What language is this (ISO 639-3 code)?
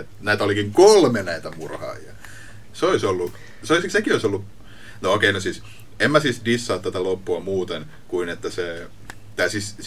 fin